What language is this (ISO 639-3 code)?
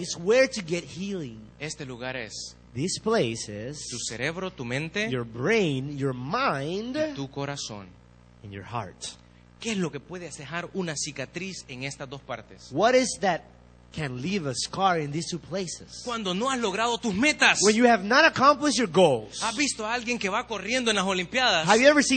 spa